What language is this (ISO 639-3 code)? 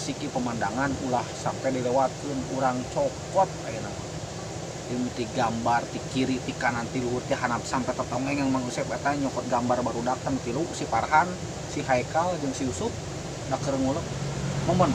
sun